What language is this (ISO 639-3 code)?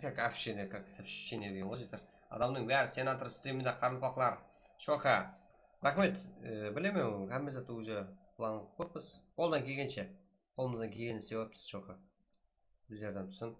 kaa